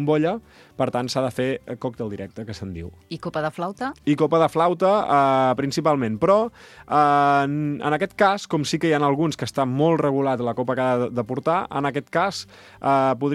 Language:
Catalan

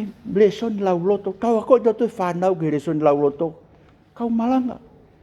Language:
Tongan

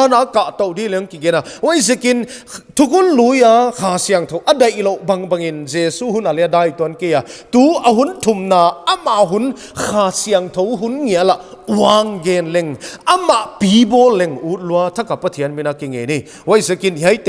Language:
Paite Chin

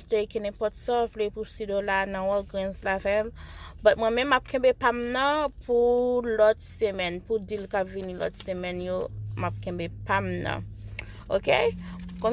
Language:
Haitian Creole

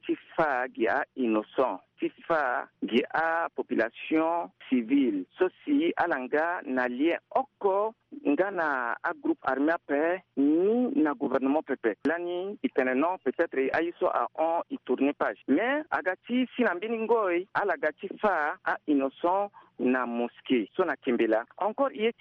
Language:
Sango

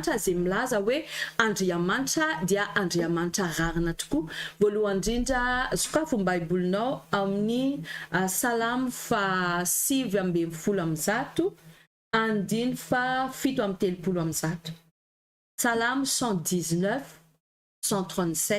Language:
Malagasy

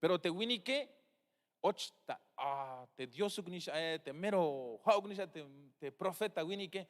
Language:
Tzeltal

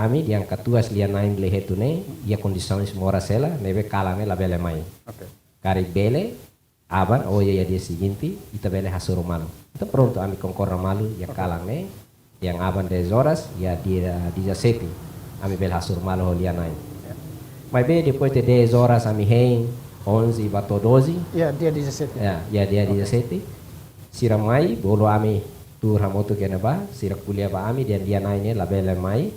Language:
Tetum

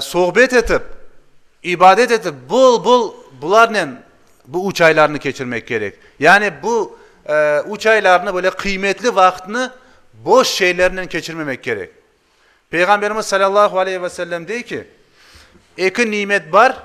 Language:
Crimean Tatar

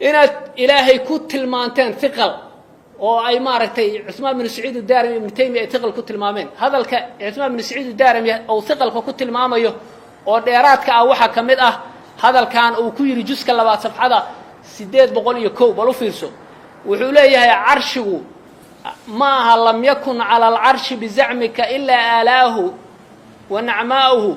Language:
Somali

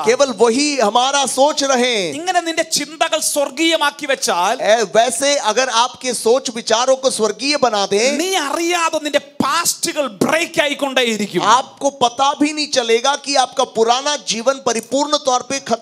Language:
Malayalam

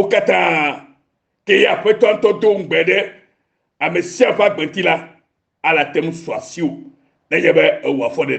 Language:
Ewe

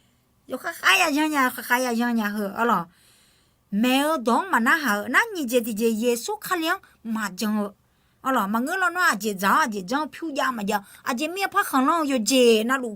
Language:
Akha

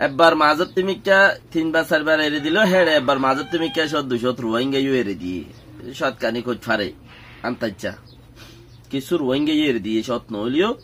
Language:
Rohingya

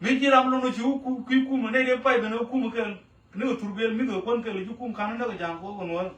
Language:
Nuer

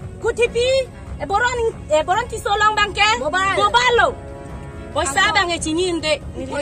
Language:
Karbi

